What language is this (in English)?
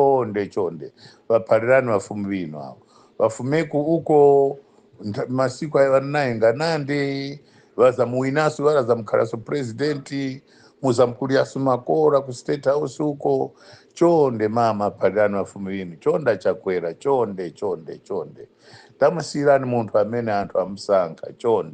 Nyanja